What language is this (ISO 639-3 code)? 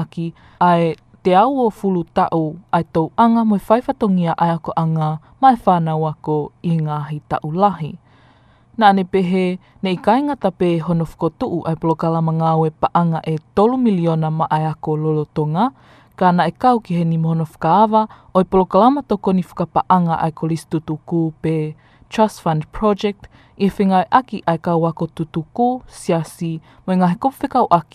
ton